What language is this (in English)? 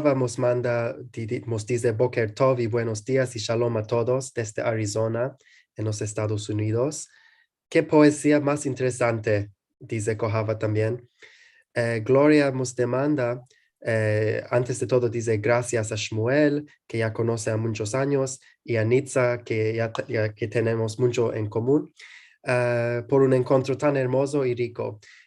Ladino